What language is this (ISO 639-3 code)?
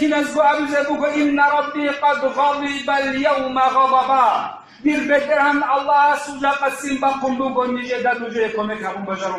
ava